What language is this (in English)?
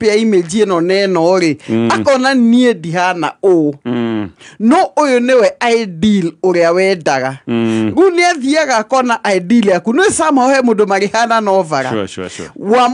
Kikuyu